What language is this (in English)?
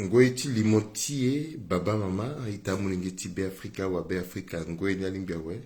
Sango